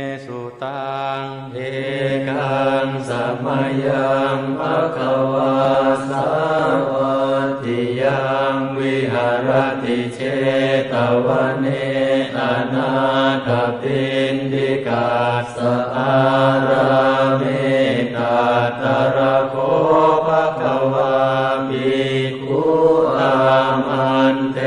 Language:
Pali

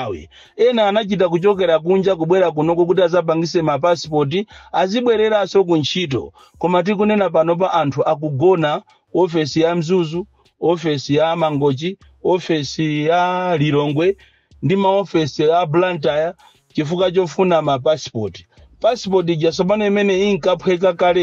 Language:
Nyanja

